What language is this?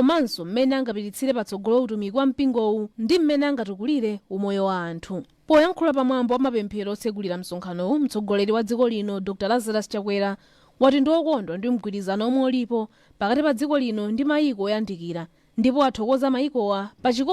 Nyanja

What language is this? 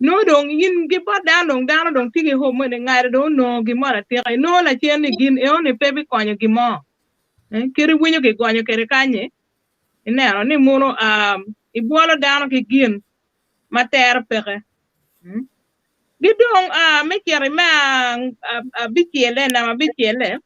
Acoli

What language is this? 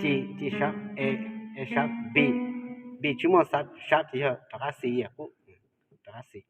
Hmong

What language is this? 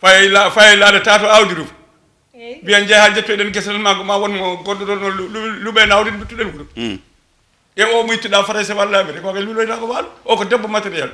Fula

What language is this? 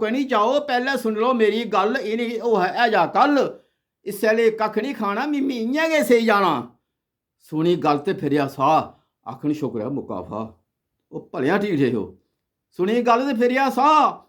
Dogri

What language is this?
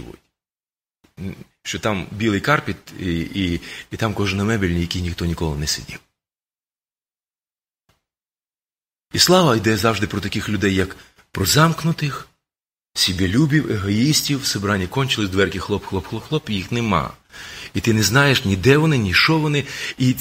Ukrainian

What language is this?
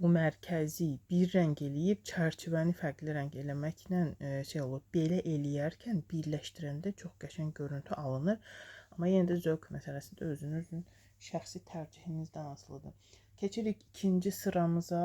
Azerbaijani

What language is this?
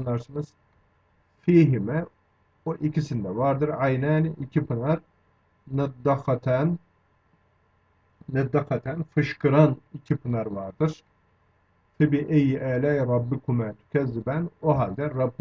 Turkish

